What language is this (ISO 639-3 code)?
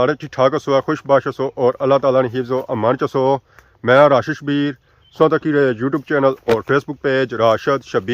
phr